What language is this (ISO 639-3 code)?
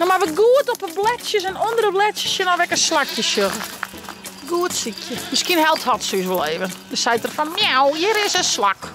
fry